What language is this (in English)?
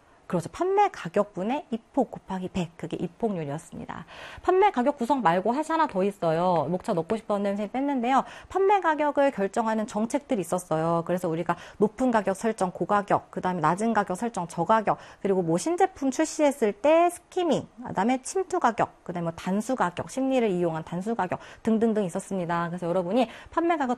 Korean